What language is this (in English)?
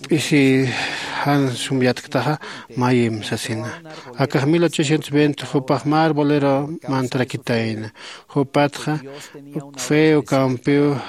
Aymara